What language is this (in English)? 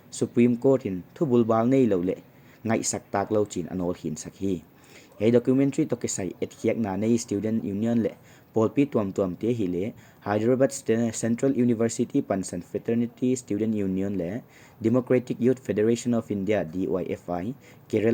Paite Chin